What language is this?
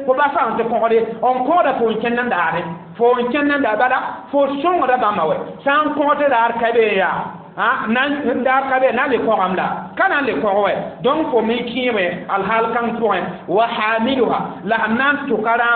Mossi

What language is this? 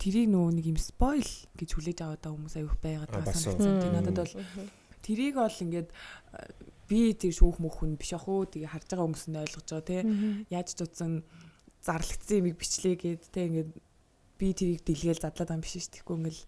Mongolian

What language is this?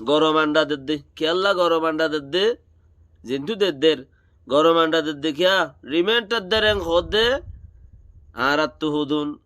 Rohingya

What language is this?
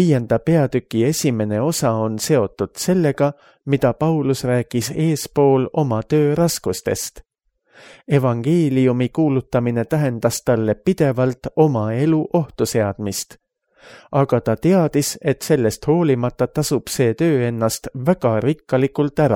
Estonian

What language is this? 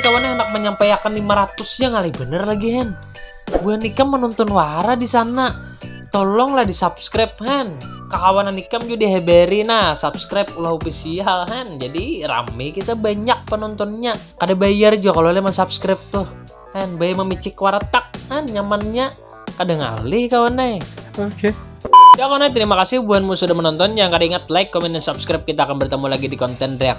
Banjar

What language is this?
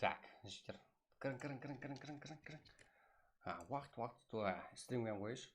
Kara-Kalpak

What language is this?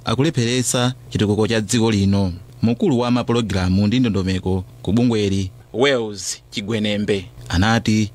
Nyanja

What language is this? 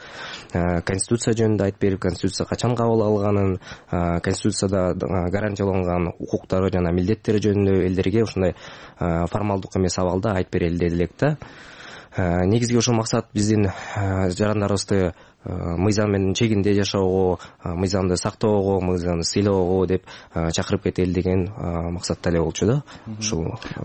Kyrgyz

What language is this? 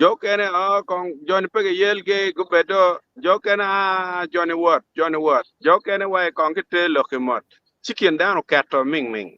Acoli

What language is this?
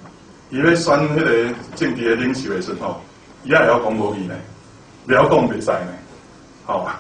Min Nan Chinese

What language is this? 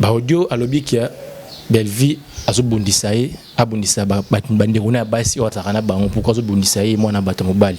Lingala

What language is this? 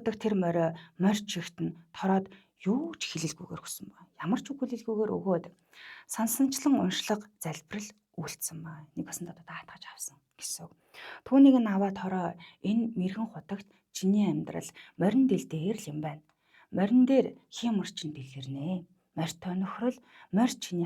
Mongolian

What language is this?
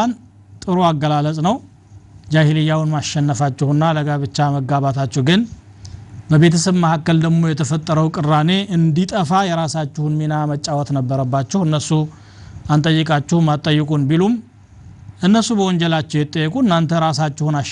Amharic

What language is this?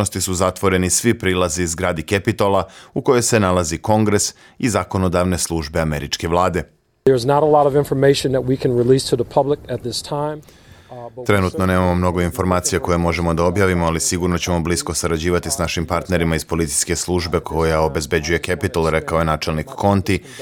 Serbian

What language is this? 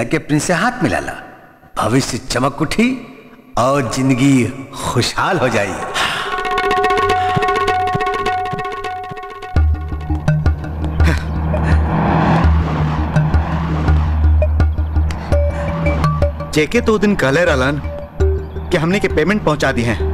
Bhojpuri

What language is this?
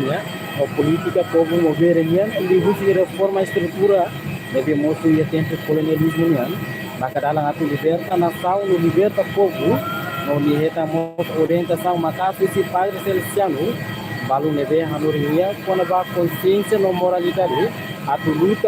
Tetum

